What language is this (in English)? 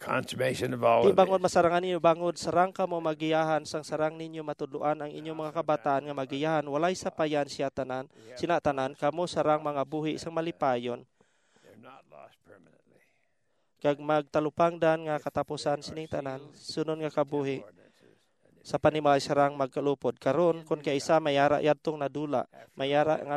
Hiligaynon